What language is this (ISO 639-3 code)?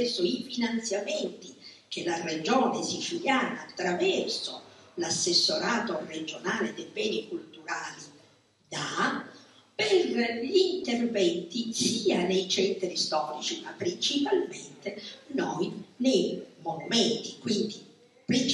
ita